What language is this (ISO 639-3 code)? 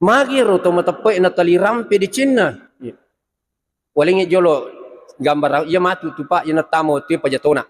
bug